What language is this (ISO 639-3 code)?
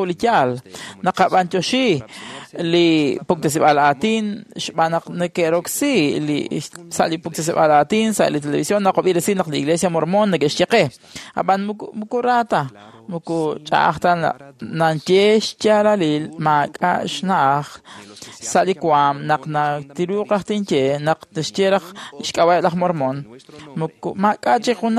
kek